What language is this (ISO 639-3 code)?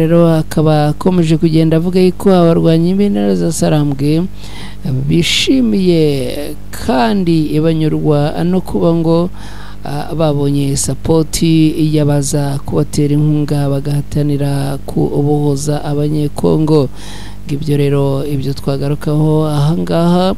kin